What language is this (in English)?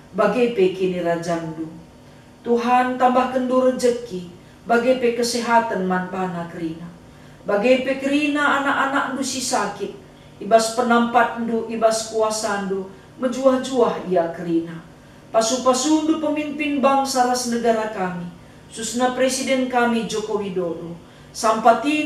Batak Karo